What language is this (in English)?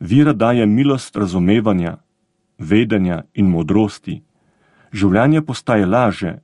Slovenian